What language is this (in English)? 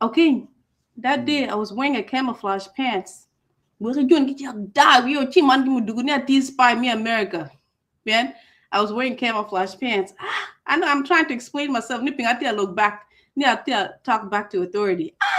Acoli